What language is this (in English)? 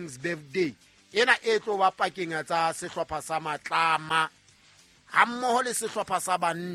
Southern Sotho